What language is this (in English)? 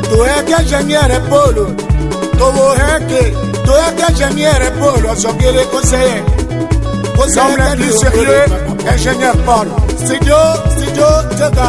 Tetela